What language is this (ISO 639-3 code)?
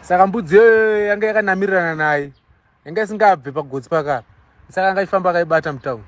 sna